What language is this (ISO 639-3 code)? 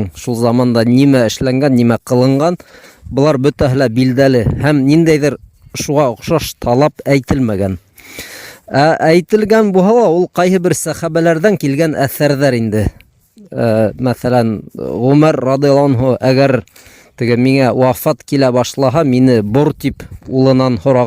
bak